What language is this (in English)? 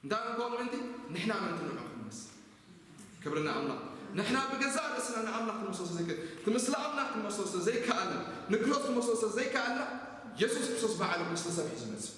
Tigrinya